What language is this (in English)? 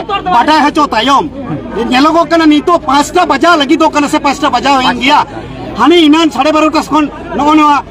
Santali